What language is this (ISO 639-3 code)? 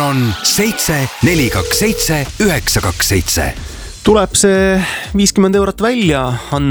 est